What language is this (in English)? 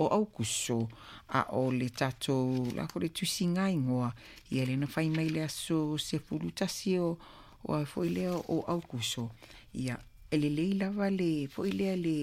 Samoan